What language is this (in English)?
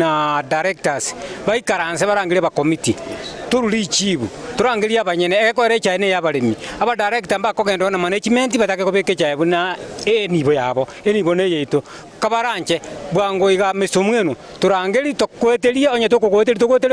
Gusii